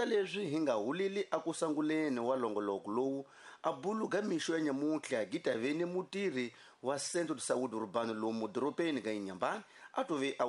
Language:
Tsonga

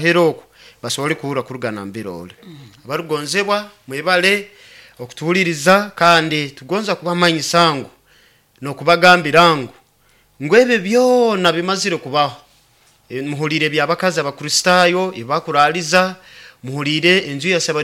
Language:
Nyoro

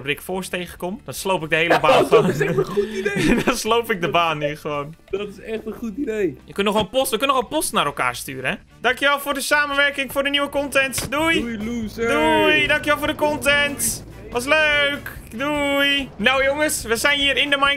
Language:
Dutch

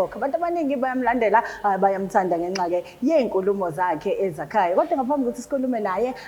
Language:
Zulu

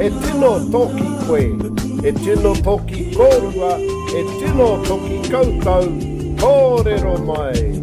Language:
Māori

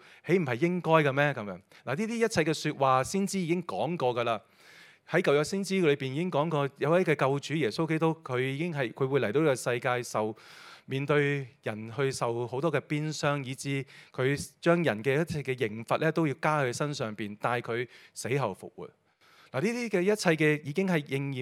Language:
Cantonese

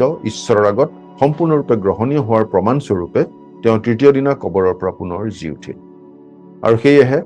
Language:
Assamese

